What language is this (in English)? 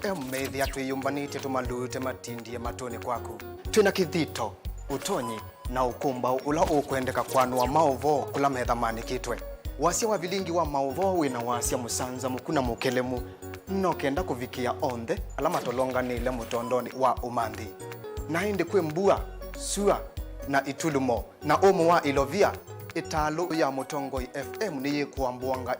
Kamba